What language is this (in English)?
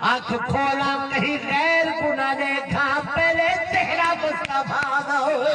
Saraiki